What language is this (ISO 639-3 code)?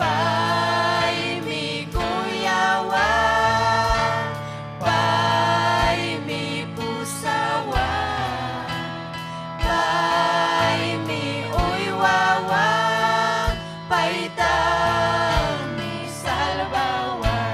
quy